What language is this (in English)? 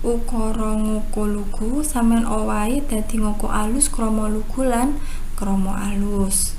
Javanese